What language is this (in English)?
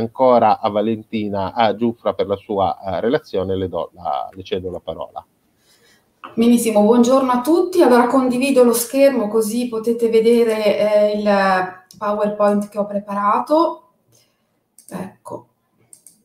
Italian